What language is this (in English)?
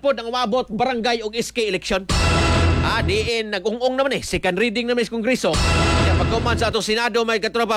Cebuano